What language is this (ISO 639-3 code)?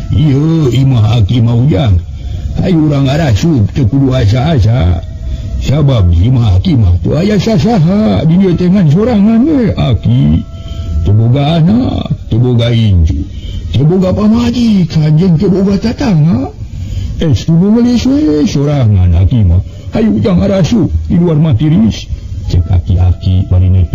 sun